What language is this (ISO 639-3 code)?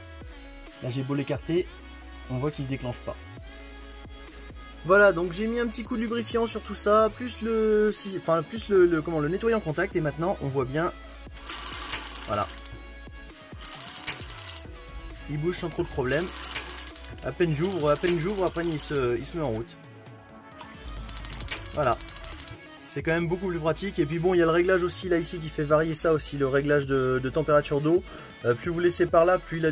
fra